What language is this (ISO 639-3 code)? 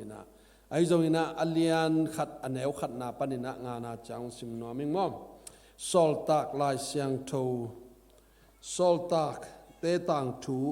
ctd